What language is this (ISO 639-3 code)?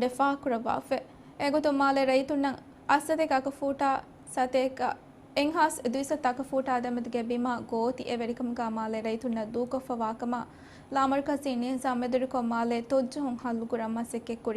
div